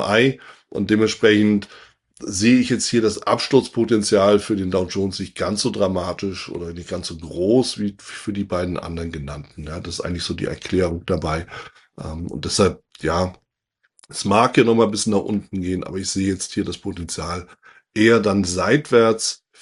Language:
German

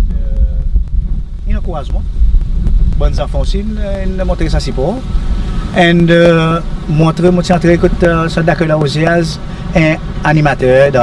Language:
Seselwa Creole French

